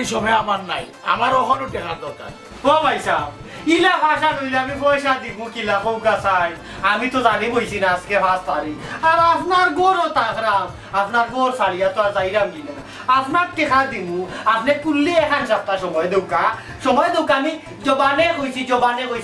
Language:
Sylheti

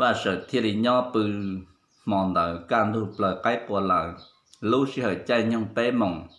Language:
Hmong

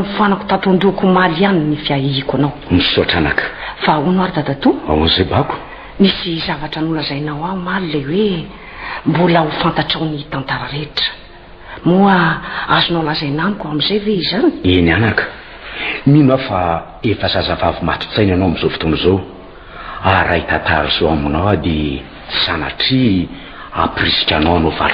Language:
Malagasy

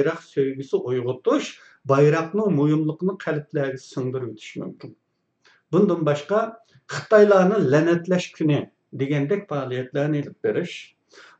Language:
Uyghur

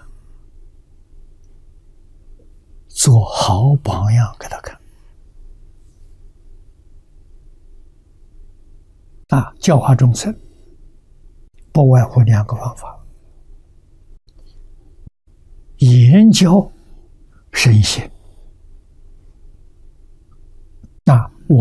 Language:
Chinese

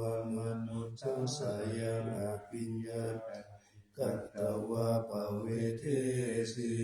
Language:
Pali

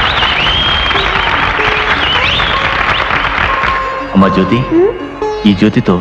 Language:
Telugu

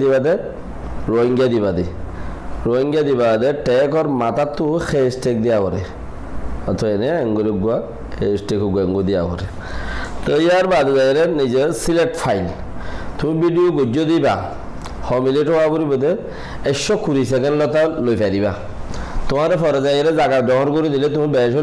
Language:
Rohingya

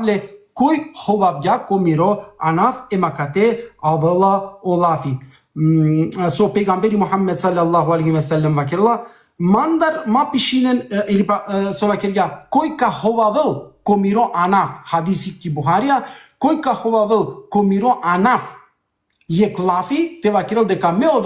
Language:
Balkan Romani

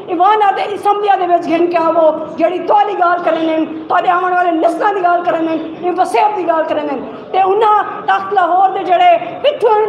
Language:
Saraiki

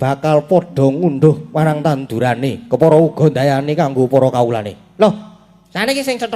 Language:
Javanese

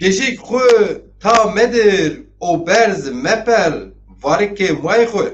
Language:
Zaza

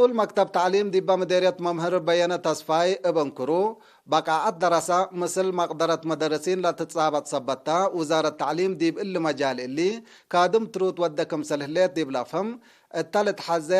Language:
Tigre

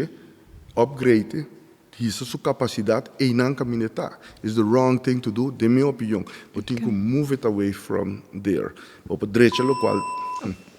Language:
Papiamento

